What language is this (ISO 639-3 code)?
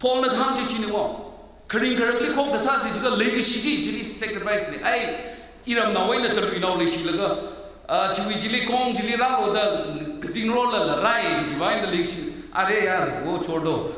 nmf